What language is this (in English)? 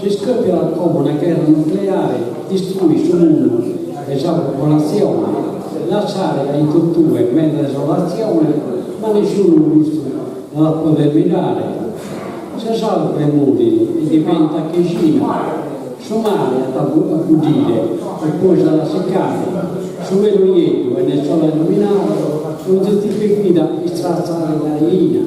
Sardinian